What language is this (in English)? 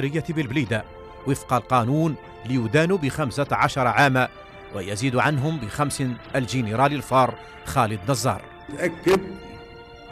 Arabic